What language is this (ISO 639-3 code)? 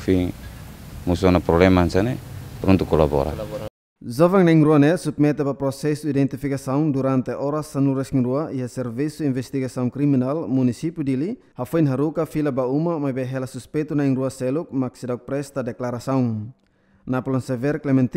tet